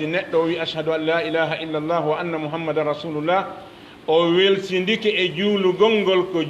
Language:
Fula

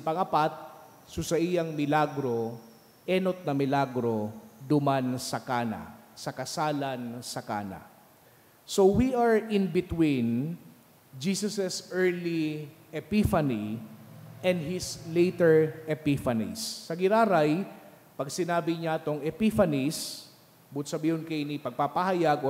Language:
Bikol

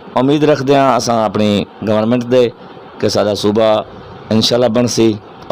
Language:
Saraiki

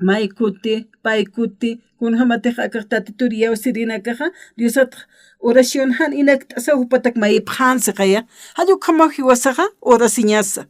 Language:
Aymara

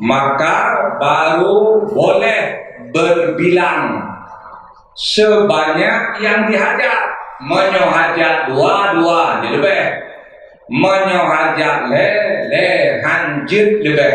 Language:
Achinese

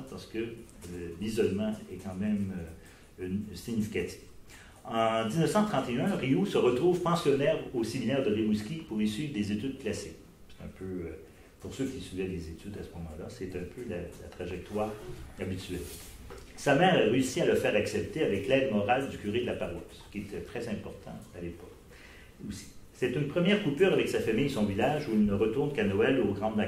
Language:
French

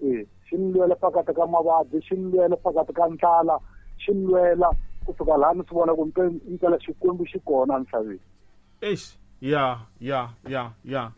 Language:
Tsonga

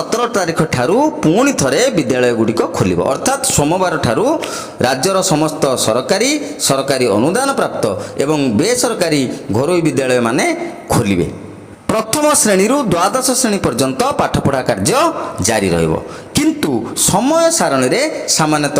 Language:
Odia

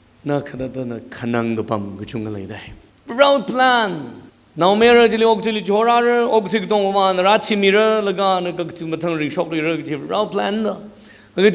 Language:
Tangkhul Naga (India)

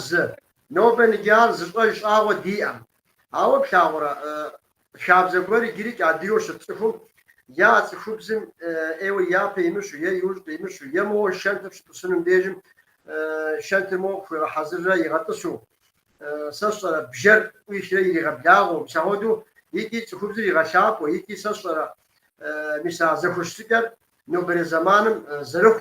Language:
Kabardian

